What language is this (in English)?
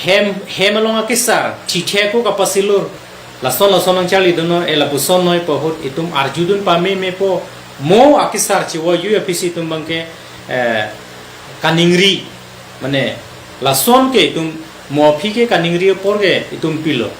Karbi